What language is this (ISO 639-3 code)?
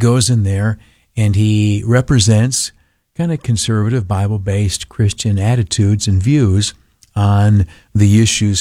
eng